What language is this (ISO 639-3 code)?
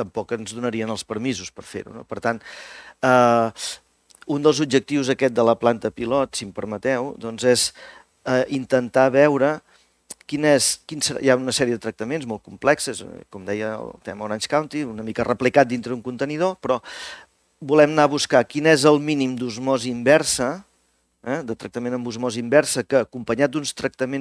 cat